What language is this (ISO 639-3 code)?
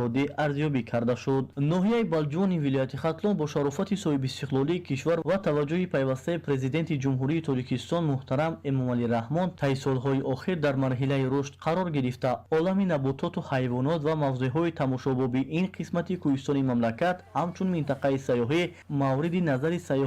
tgk